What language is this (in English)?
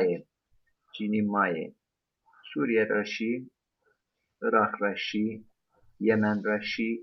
Zaza